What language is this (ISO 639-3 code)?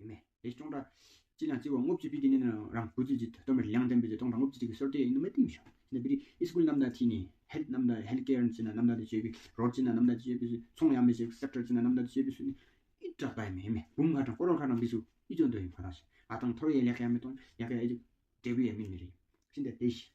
twm